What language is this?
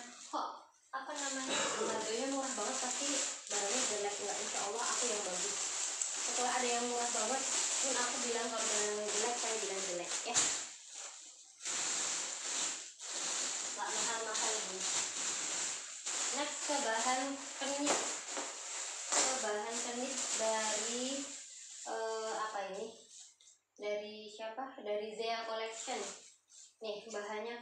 Indonesian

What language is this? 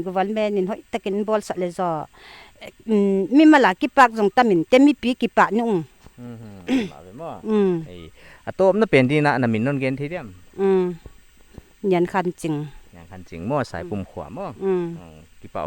Paite Chin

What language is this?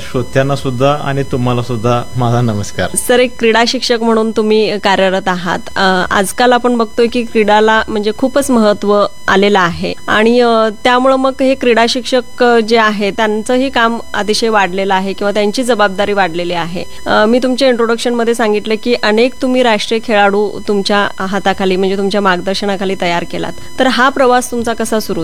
Marathi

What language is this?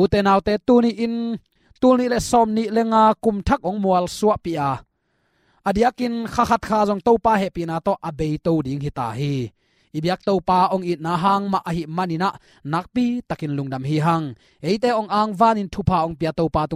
Tedim Chin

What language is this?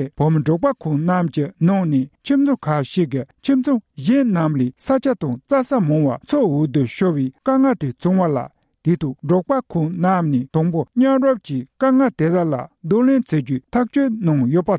Tibetan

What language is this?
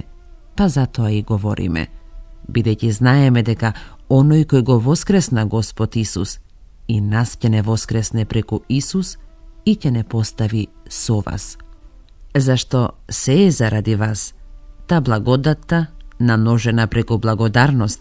Macedonian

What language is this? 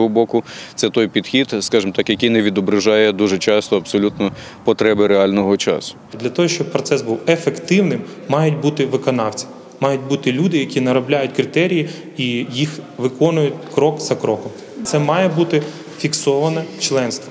Ukrainian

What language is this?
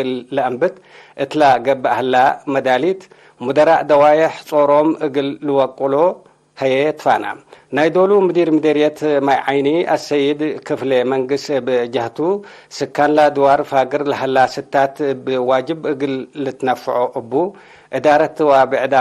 Tigre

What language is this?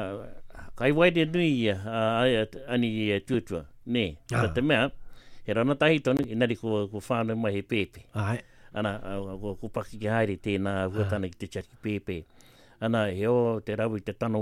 Māori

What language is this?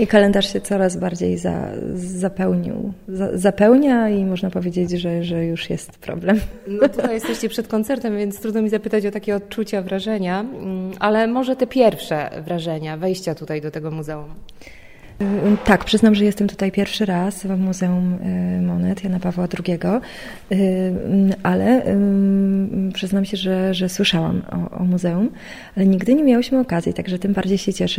Polish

